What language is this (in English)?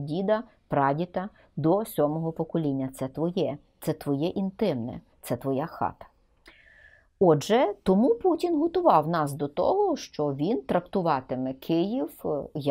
Ukrainian